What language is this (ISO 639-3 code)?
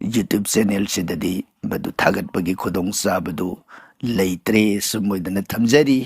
mni